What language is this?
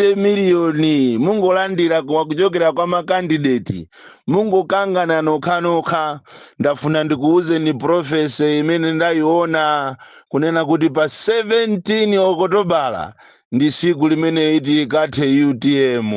Nyanja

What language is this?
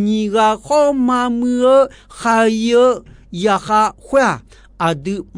Akha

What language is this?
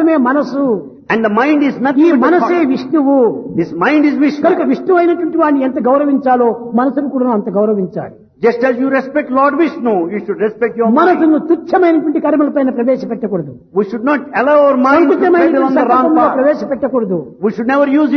Telugu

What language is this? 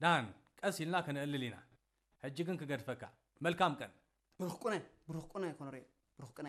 Tigrinya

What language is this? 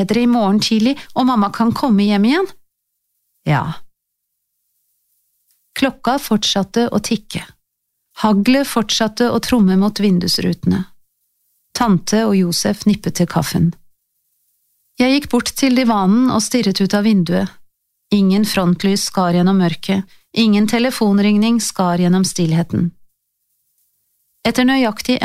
Norwegian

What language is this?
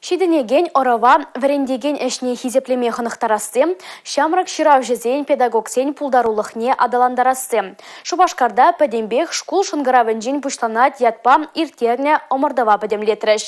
Chuvash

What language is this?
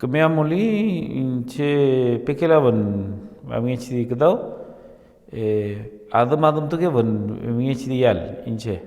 Mapuche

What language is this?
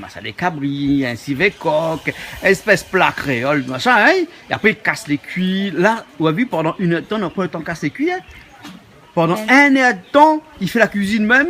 Réunion Creole French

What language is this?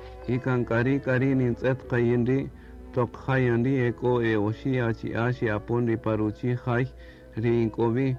Kaqchikel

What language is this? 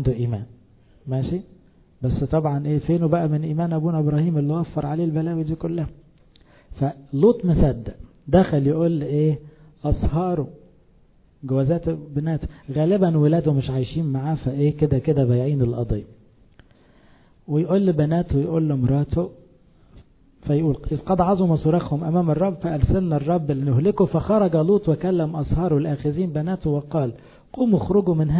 Egyptian Arabic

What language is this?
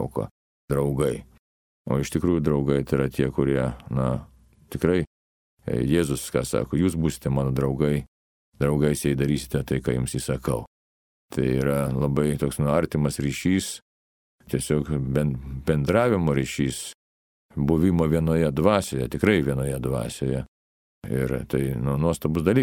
Lithuanian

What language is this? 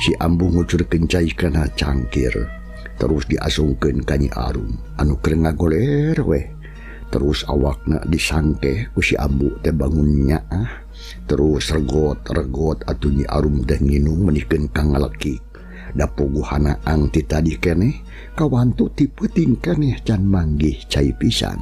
Sundanese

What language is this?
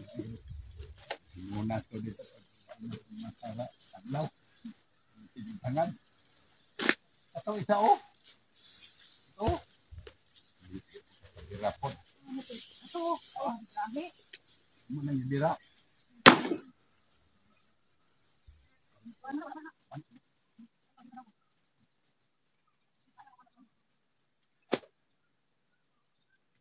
Filipino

